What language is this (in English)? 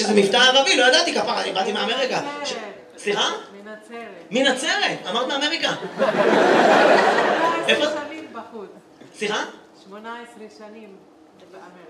Hebrew